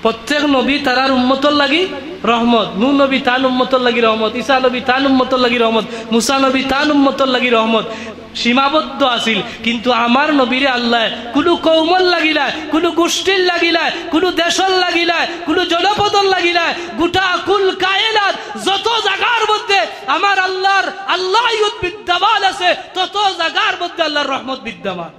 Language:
Sylheti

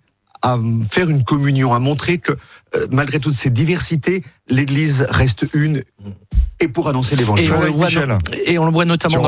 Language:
French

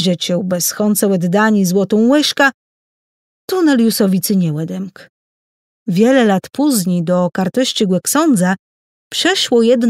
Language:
Kashubian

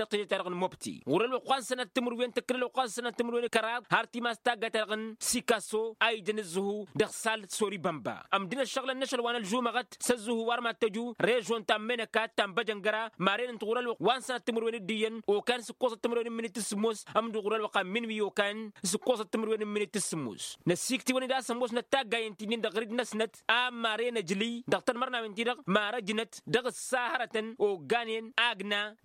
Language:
Tamasheq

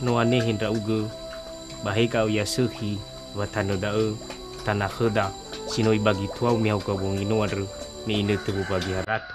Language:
Nias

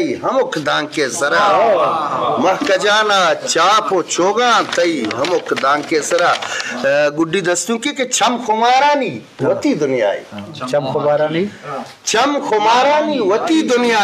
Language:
Eastern Balochi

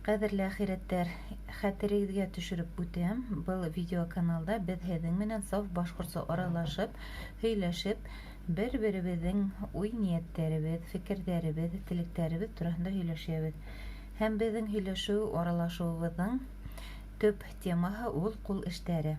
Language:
Bashkir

